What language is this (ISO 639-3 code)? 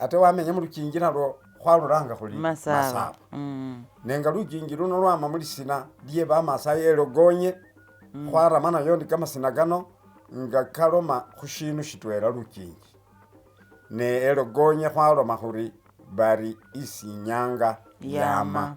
myx